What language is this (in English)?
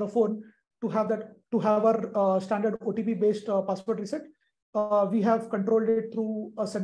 English